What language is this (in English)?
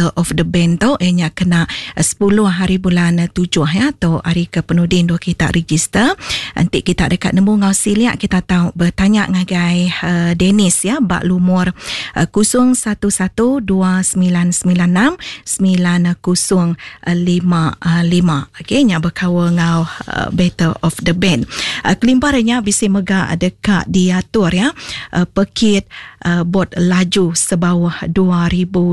Iban